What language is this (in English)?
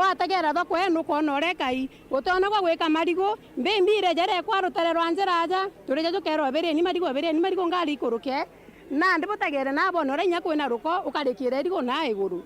Meru